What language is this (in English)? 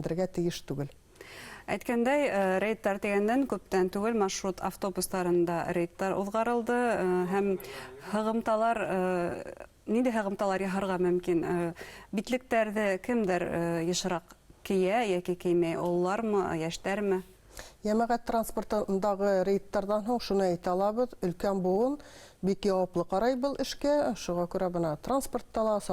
Bashkir